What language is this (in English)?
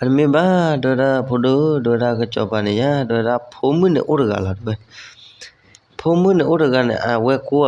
S'gaw Karen